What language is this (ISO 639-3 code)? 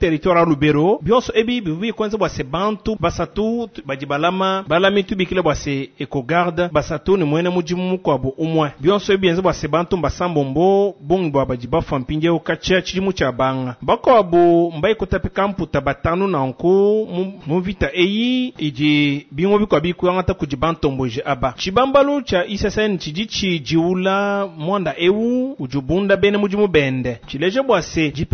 lua